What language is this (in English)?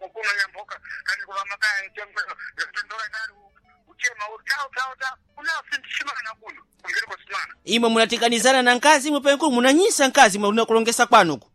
Sena